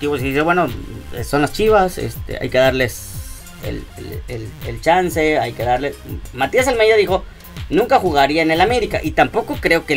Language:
Spanish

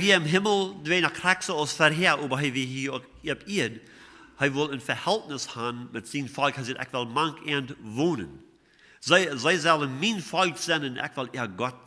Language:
Plautdietsch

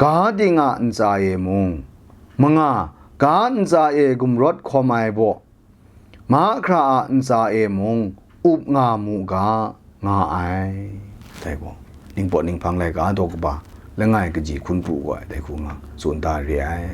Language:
Kachin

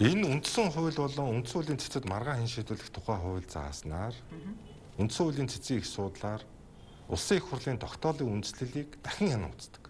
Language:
Mongolian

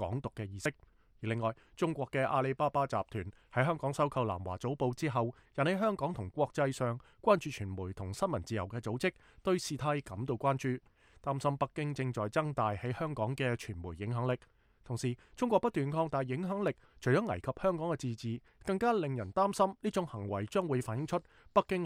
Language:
Cantonese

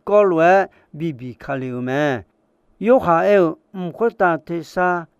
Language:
Akha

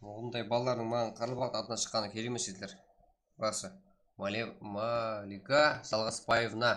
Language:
Kara-Kalpak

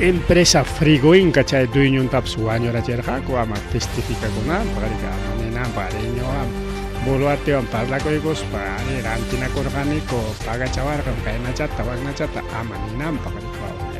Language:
Ayacucho Quechua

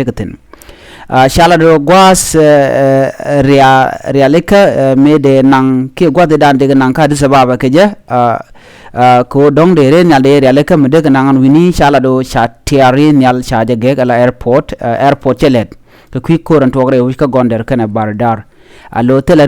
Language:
Nuer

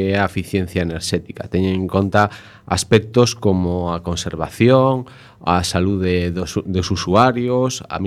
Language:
Galician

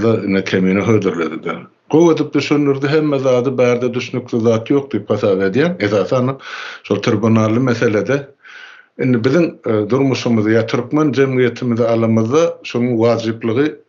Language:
Turkmen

